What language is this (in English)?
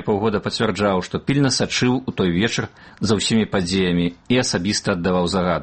Belarusian